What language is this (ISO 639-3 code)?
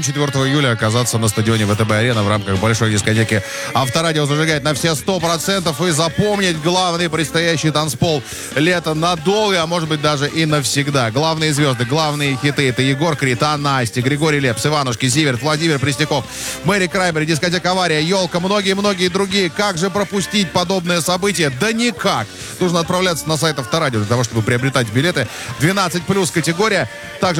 rus